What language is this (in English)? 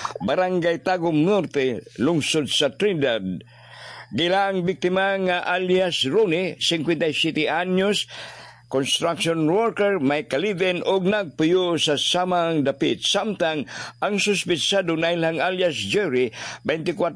Cebuano